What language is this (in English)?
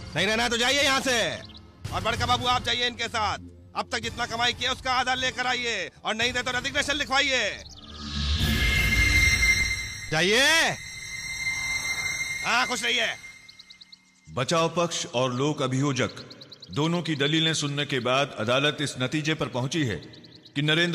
Hindi